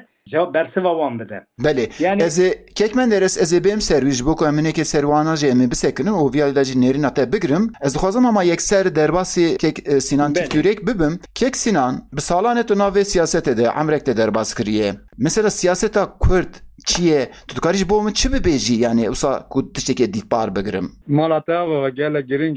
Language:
Kurdish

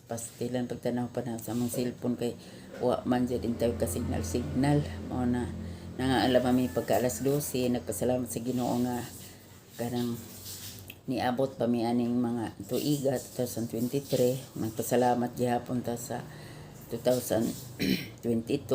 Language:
Cebuano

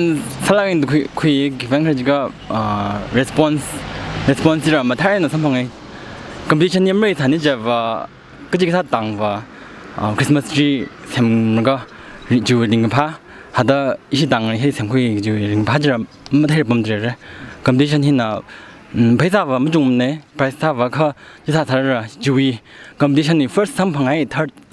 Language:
Tangkhul Naga (India)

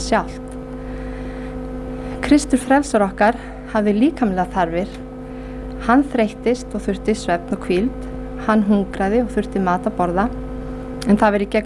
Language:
Icelandic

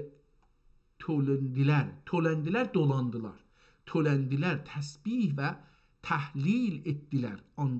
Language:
South Azerbaijani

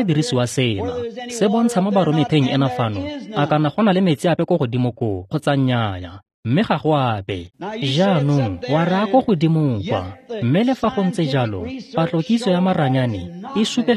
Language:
Tswana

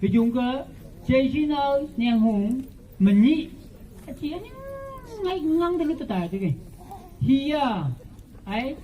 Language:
Phom Naga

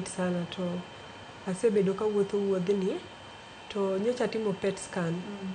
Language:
Luo (Kenya and Tanzania)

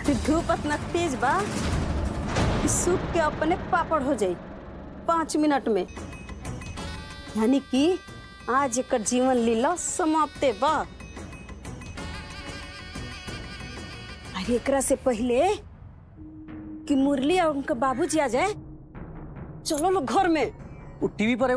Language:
Bhojpuri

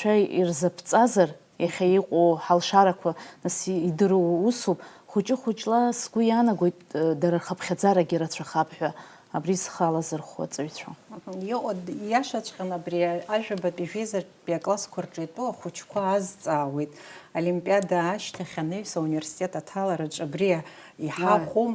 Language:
Abkhazian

